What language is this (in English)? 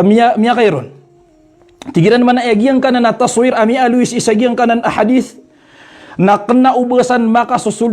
Maranao